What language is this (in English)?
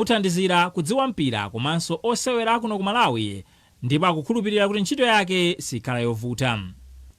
Nyanja